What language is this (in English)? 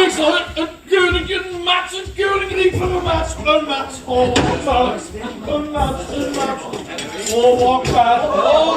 Limburgish